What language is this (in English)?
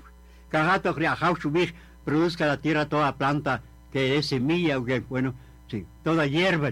Kaqchikel